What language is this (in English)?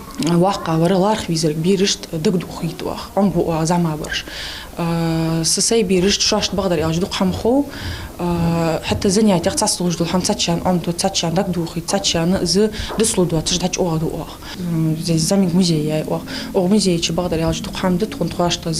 Ingush